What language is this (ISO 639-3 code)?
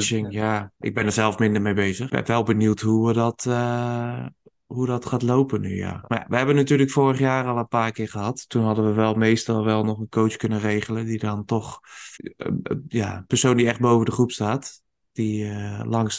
nld